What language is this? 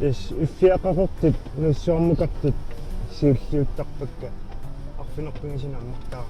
Kalaallisut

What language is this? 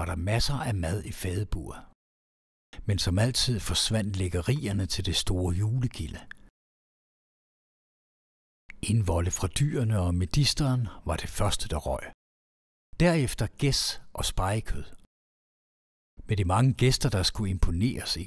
Danish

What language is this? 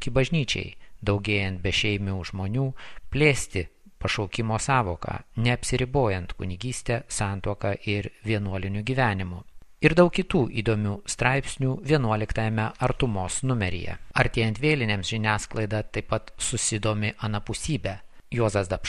Lithuanian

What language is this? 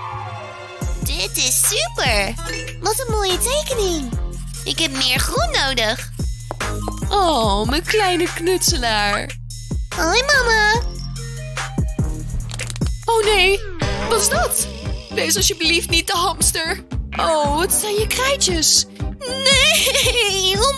Dutch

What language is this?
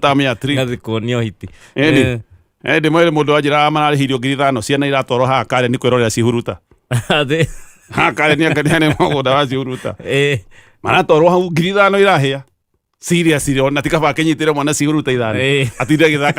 Kikuyu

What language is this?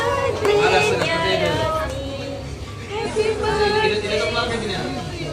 Kok Borok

